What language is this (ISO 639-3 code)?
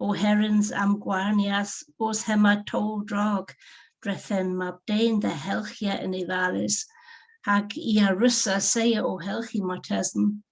cor